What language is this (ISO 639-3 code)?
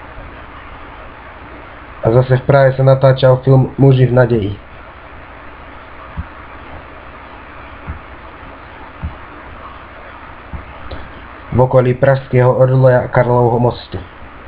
slk